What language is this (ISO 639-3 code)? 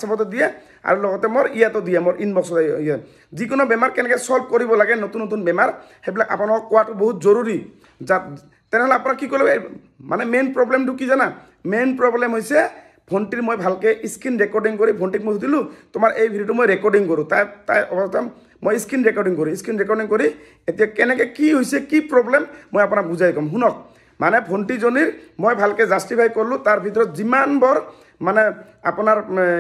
asm